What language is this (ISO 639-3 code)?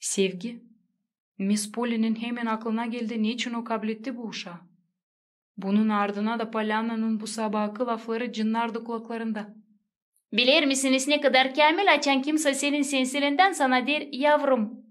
gag